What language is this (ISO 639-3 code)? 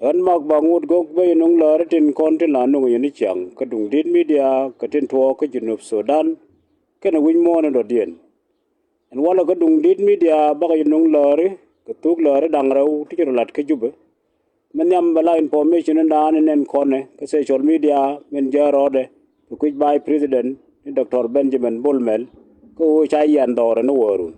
nus